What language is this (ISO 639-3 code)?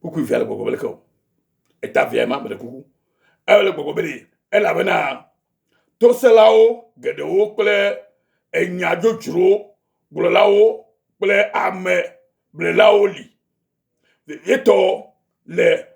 ewe